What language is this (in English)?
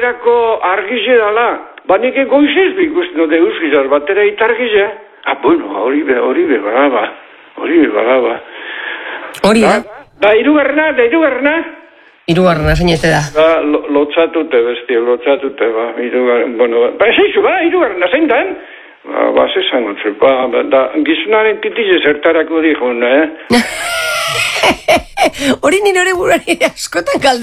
Basque